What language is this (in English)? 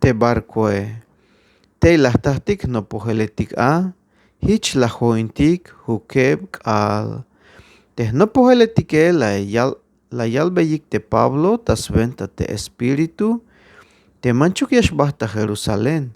Tzeltal